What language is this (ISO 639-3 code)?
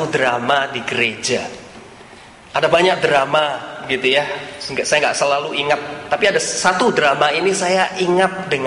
ind